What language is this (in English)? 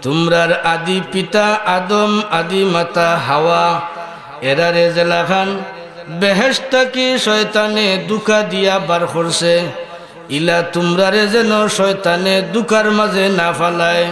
Sylheti